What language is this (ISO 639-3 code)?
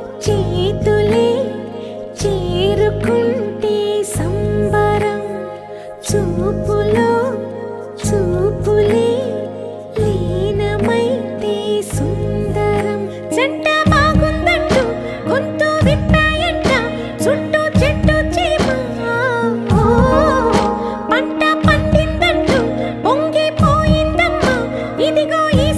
tel